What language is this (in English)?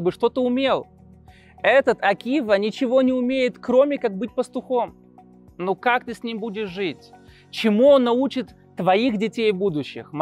Russian